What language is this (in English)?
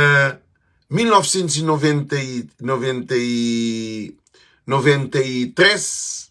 Kabuverdianu